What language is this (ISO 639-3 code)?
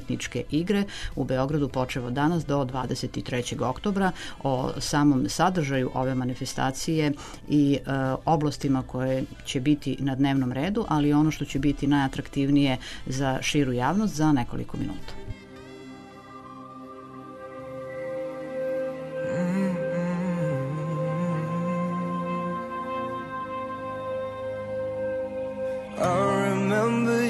srp